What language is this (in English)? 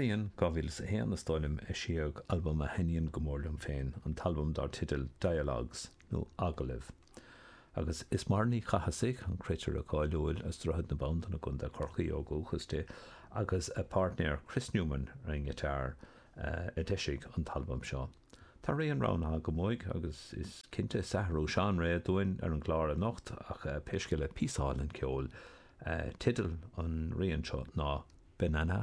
Irish